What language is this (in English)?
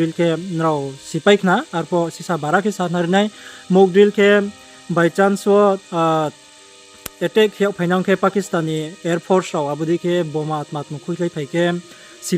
Riang (India)